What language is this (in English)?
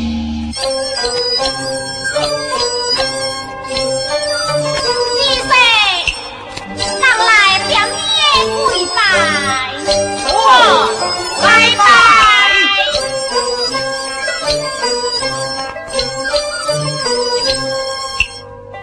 Min Nan Chinese